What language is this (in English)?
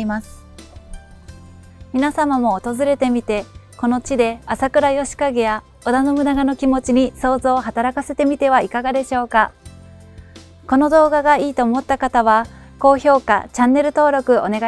Japanese